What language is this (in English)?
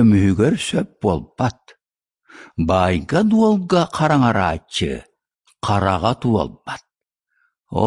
Yakut